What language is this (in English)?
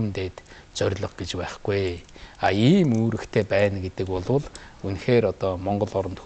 Mongolian